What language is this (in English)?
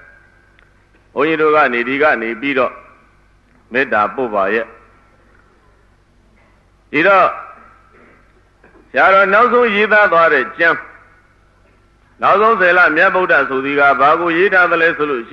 Burmese